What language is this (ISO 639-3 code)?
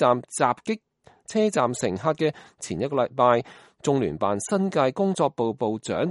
yue